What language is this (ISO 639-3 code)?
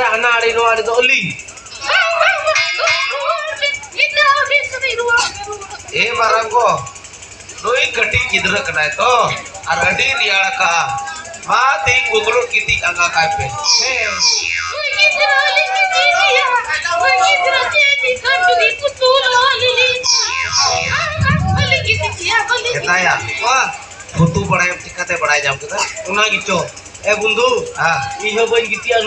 sat